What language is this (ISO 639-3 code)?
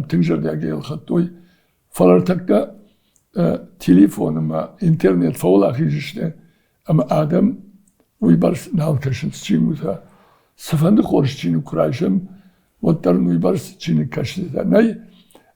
oss